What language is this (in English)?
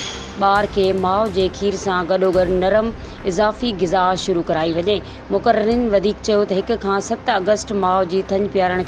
Sindhi